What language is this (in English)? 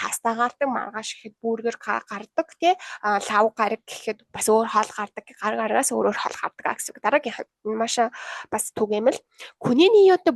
Mongolian